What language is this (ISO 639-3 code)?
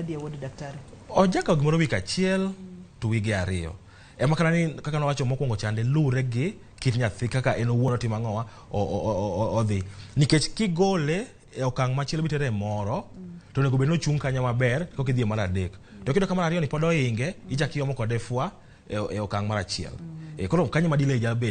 luo